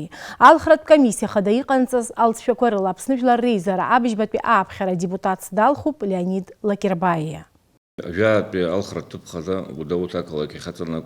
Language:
Abkhazian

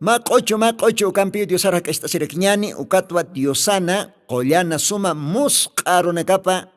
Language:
Aymara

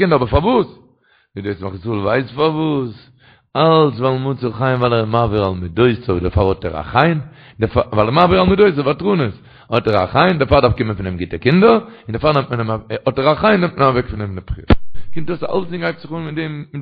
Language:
Yiddish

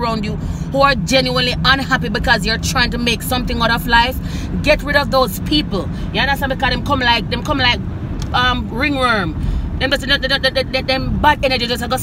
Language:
Jamaican Creole English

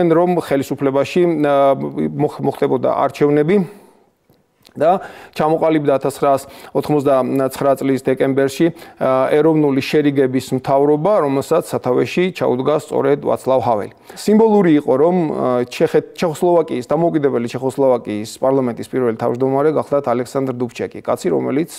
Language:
Georgian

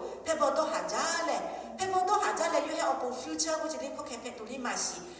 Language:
Lahu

